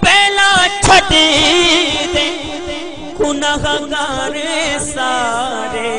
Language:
Saraiki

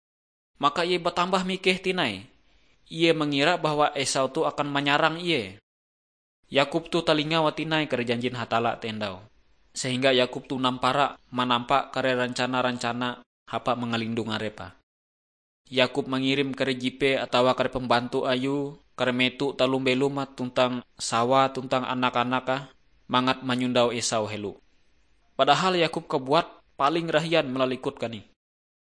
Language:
Ngaju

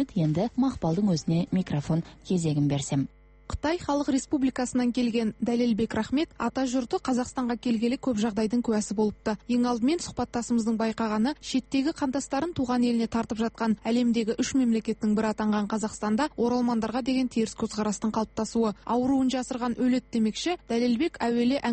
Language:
Kazakh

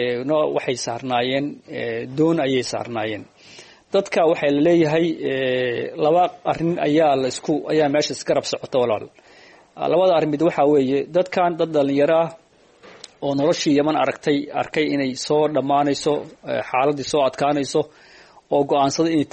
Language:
Somali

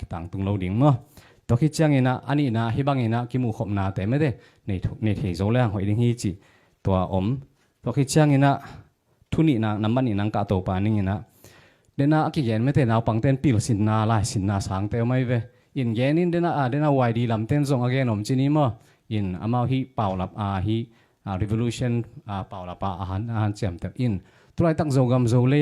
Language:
Tedim Chin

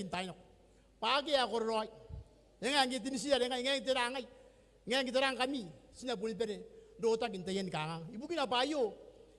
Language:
Gilbertese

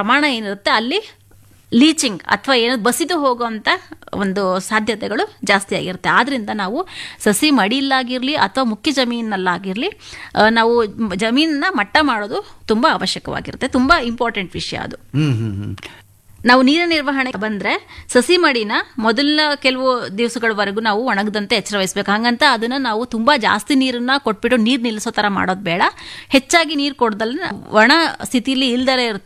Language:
Kannada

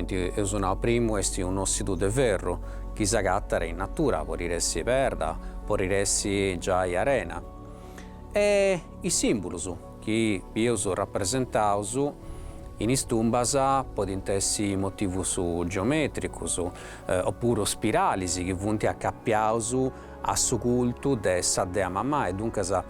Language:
Sardinian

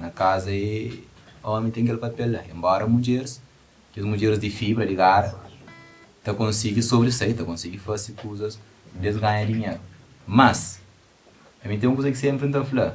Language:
Kabuverdianu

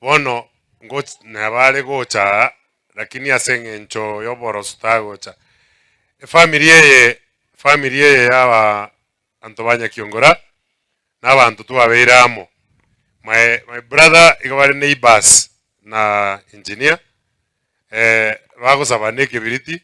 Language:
Gusii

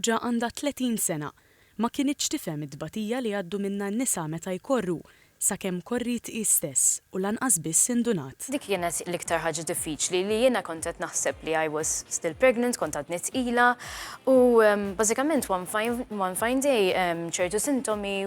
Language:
Maltese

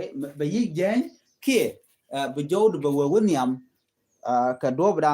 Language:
Nuer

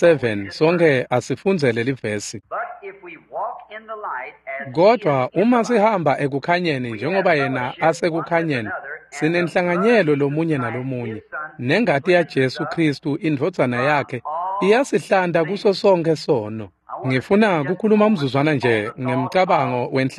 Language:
Swati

